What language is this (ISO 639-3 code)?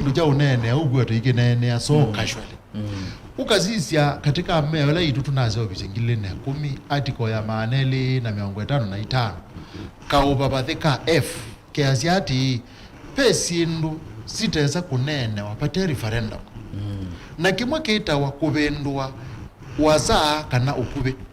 kam